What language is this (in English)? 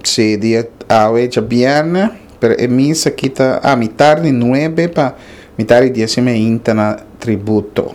Papiamento